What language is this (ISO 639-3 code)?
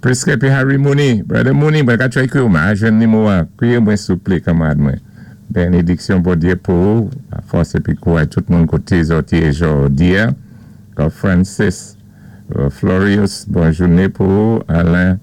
acf